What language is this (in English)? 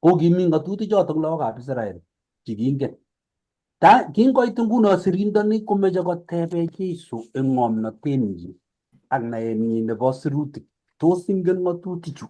Kalenjin